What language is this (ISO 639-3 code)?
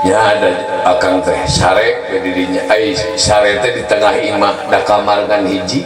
sun